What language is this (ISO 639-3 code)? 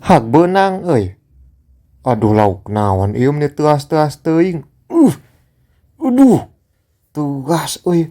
sun